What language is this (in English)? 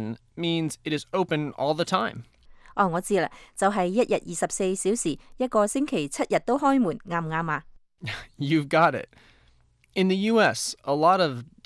Cantonese